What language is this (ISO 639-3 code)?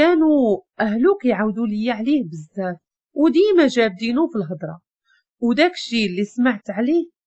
ary